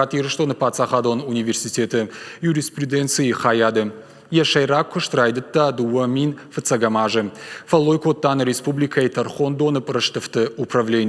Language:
Ossetic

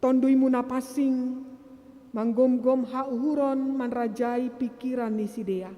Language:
Batak Simalungun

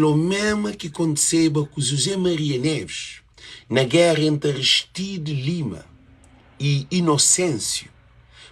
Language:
Kabuverdianu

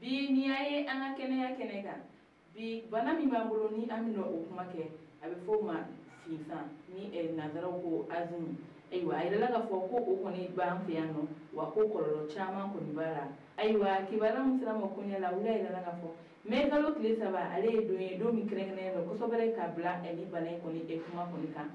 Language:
Bambara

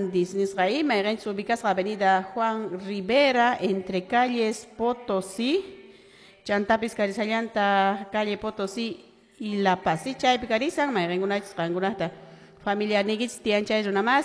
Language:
Quechua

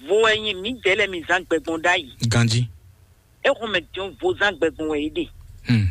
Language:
Fon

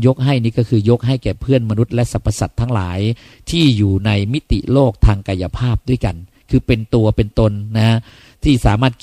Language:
Thai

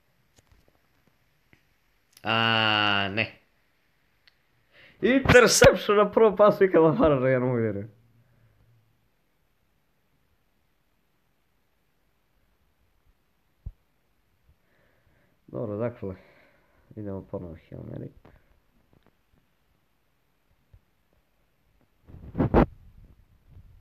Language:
Croatian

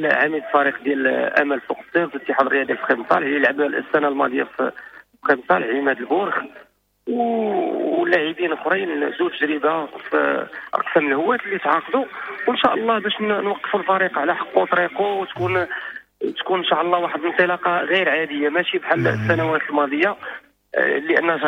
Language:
Moroccan Arabic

